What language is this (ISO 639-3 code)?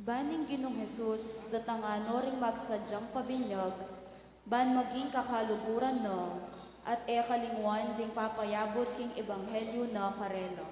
pam